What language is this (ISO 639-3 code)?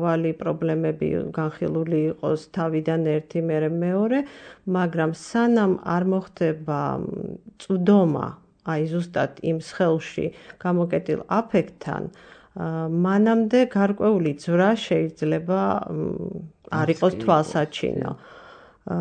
kat